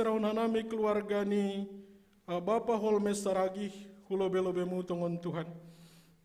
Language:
Batak Simalungun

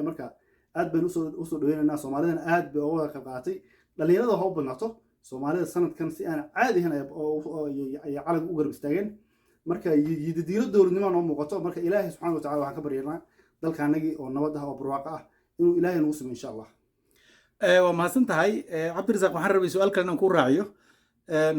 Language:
Somali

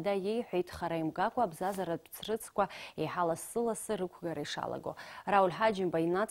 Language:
Abkhazian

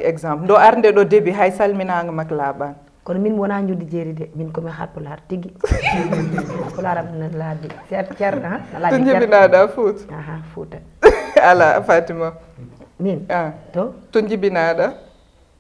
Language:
Fula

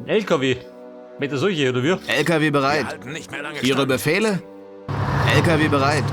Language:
Bavarian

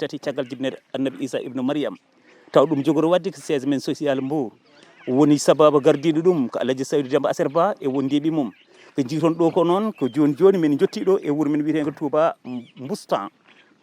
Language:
Fula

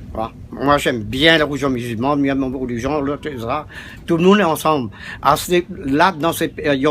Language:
Réunion Creole French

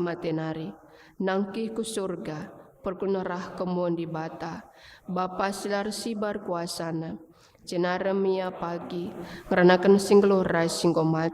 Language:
Batak Karo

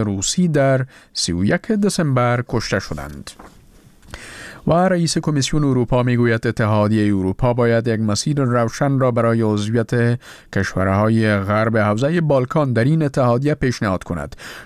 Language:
Persian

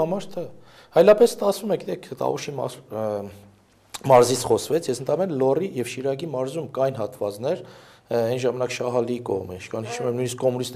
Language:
Armenian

